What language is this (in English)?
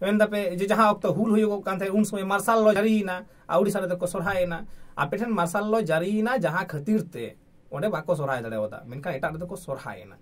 Santali